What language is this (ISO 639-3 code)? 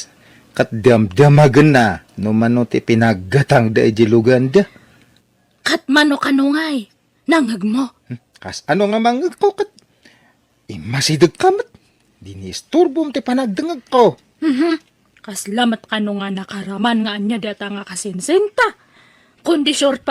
ilo